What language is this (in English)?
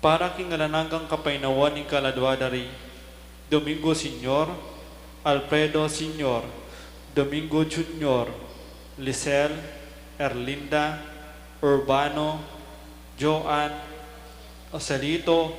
Pampanga